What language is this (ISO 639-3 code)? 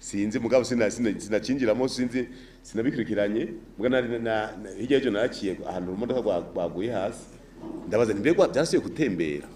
run